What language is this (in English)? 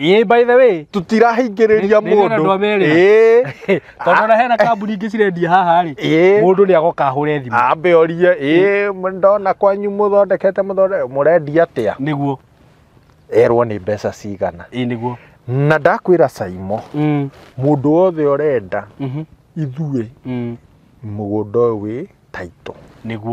Kikuyu